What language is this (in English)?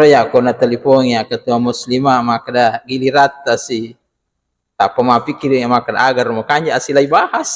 Buginese